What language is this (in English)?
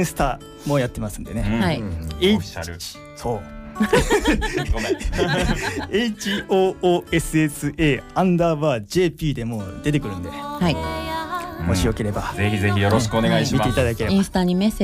Japanese